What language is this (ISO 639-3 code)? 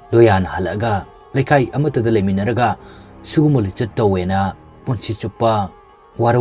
mni